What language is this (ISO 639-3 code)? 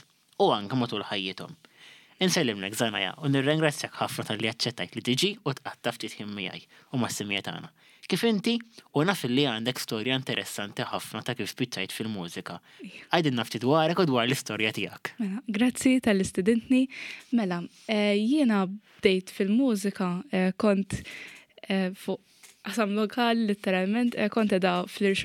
mlt